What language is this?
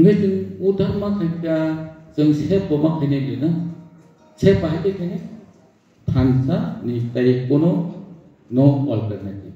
Kok Borok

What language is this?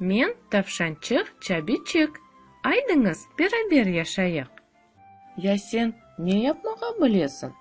Crimean Tatar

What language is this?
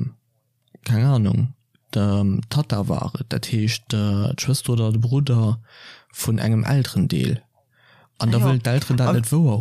Luxembourgish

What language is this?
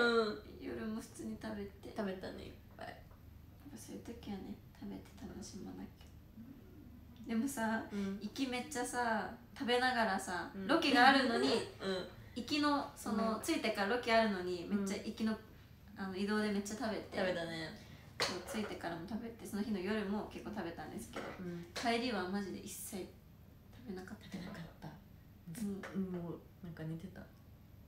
Japanese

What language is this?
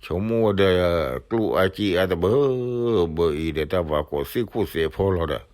S'gaw Karen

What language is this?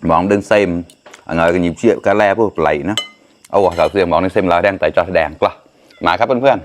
Mon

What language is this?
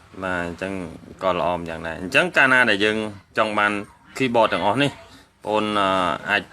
Khmer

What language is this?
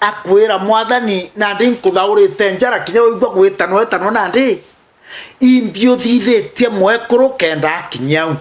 Meru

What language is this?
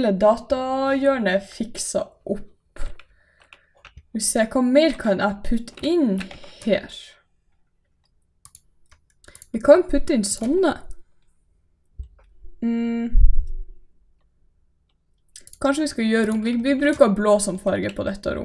Norwegian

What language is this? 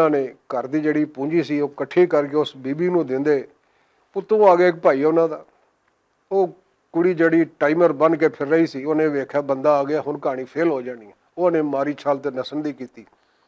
Western Panjabi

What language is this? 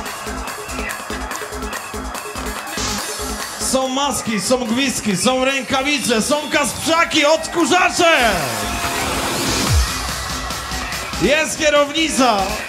Polish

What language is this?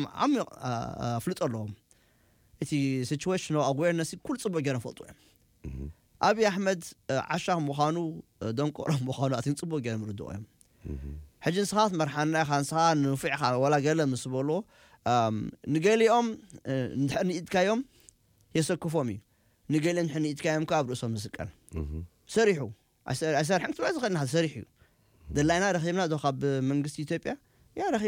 Tigrinya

